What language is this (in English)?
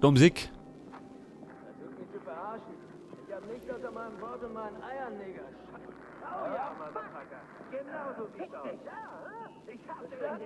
Bavarian